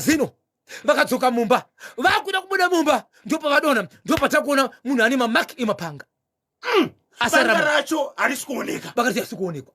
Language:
Shona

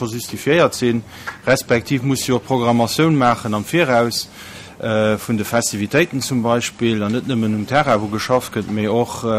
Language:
Luxembourgish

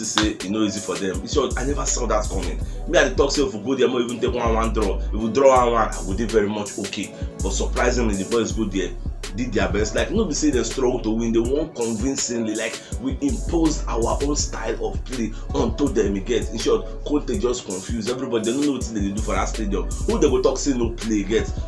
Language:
Nigerian Pidgin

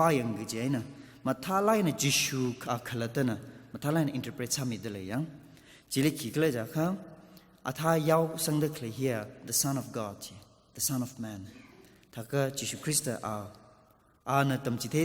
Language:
Tangkhul Naga (India)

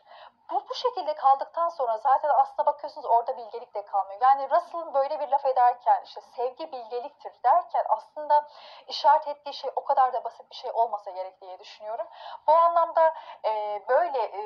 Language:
Turkish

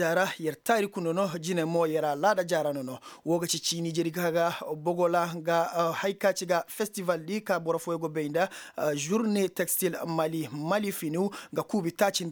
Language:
Koyraboro Senni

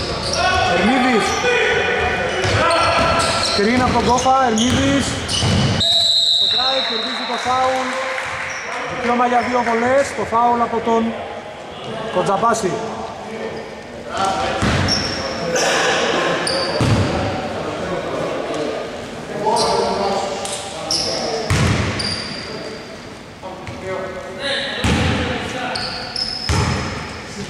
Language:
Greek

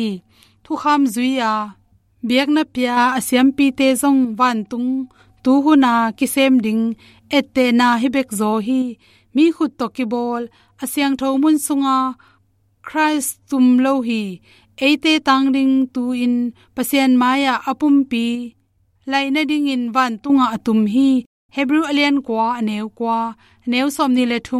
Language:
Tedim Chin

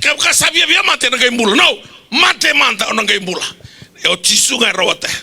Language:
Fijian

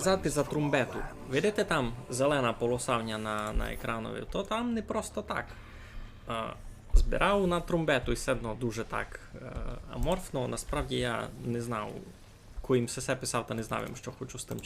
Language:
Rusyn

